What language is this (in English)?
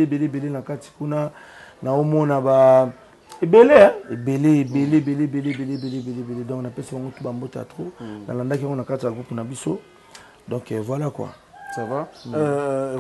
Lingala